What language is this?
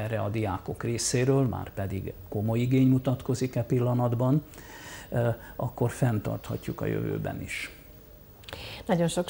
Hungarian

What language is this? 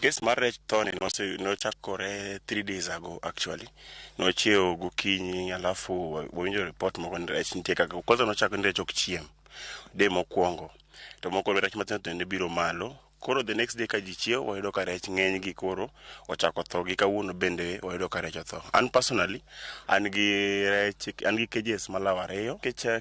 Luo (Kenya and Tanzania)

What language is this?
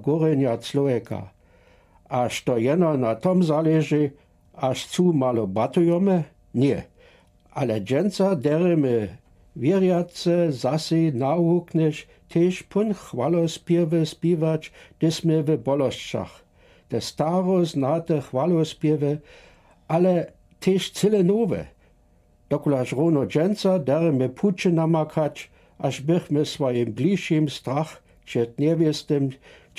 Lower Sorbian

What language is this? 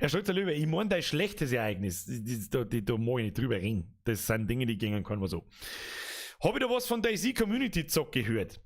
Bavarian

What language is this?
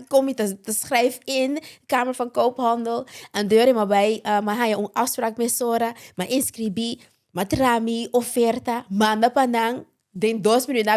Papiamento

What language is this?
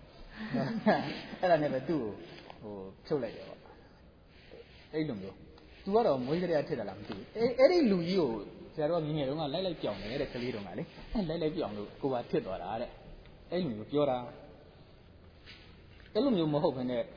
Burmese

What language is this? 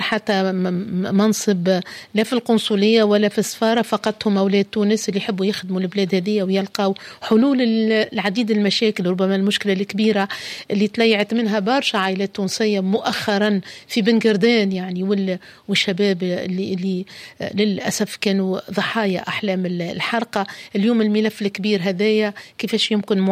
Tunisian Arabic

